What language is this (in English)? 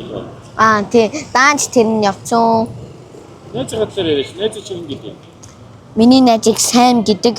Mongolian